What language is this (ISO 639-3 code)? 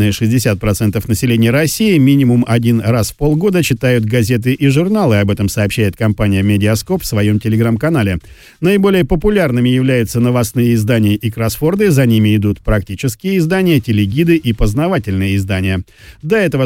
rus